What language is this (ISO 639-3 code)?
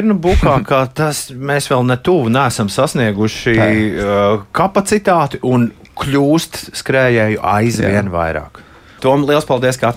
lav